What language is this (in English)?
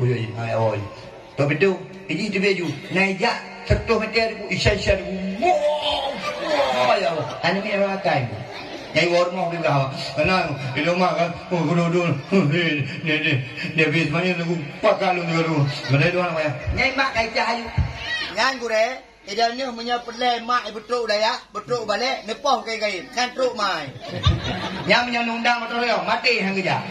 Achinese